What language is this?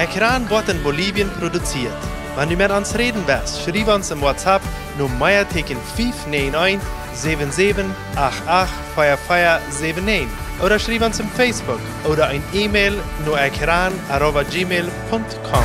Plautdietsch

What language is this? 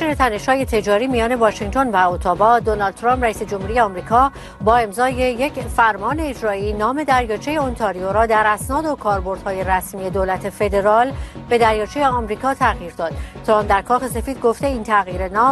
Persian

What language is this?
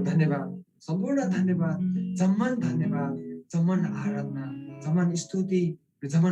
Eastern Tamang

